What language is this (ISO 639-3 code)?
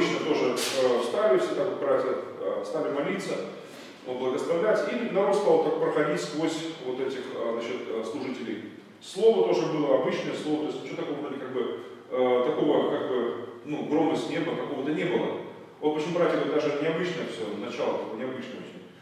rus